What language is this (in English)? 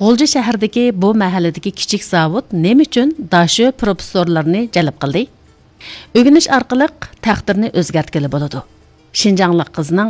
Uyghur